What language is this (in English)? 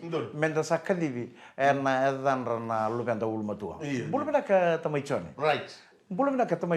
Fijian